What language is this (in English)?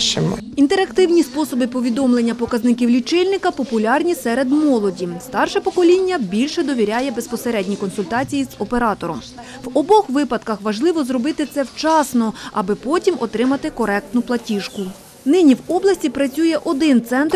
Ukrainian